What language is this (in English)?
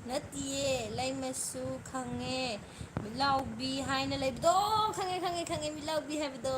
Manipuri